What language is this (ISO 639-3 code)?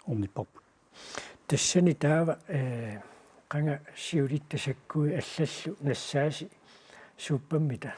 kal